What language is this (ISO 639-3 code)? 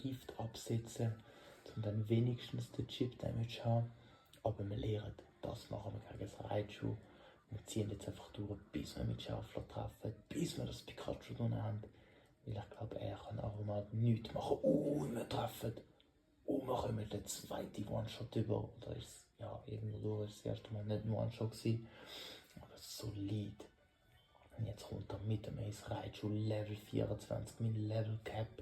gsw